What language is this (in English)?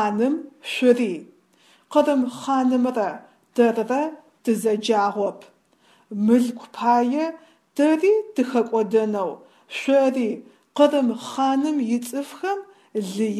Adyghe